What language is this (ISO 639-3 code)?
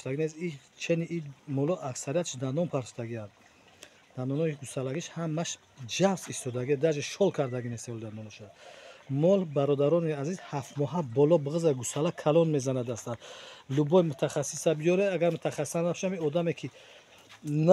tgk